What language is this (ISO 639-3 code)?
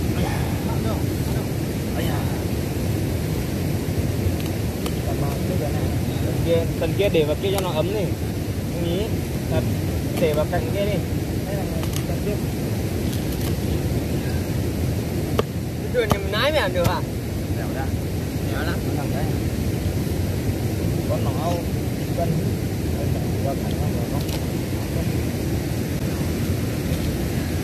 vie